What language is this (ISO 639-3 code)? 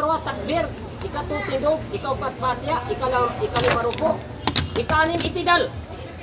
mrw